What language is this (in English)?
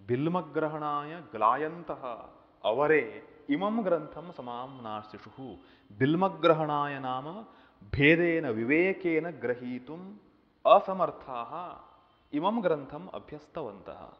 Sanskrit